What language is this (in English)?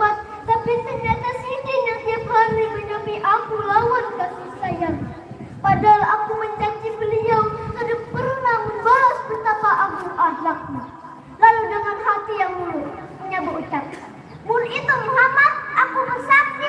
Banjar